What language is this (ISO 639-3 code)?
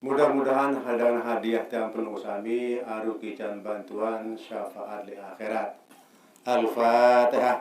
sas